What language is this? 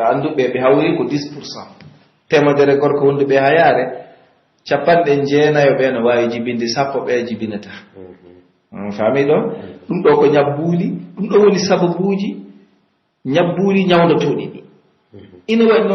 Pular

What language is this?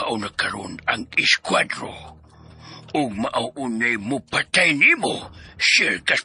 Cebuano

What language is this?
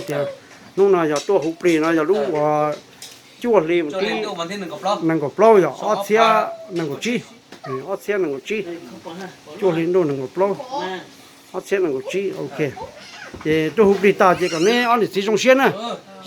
Hmong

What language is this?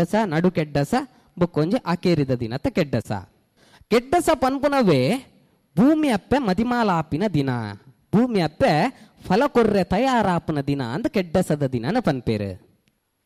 Tulu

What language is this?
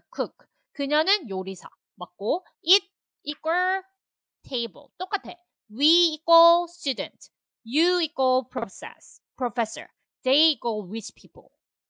Korean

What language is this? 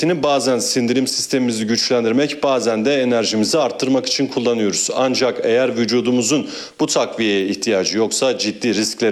Turkish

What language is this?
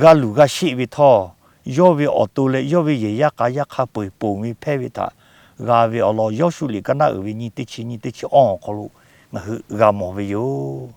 Lahu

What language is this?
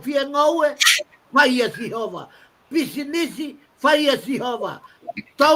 Tongan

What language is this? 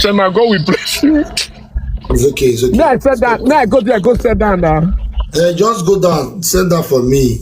Nigerian Pidgin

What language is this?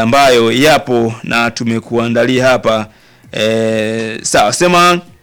Swahili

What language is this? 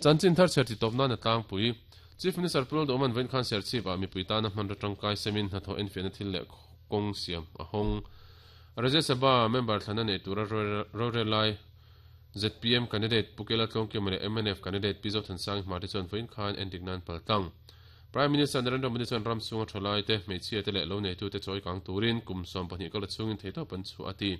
Mizo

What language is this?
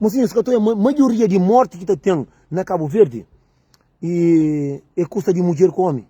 Kabuverdianu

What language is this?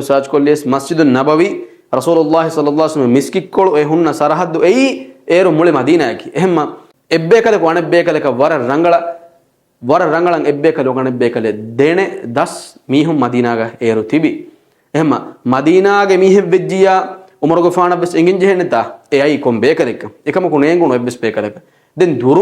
Divehi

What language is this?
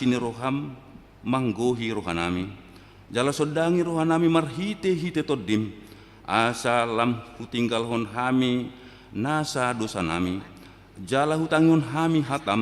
Batak Toba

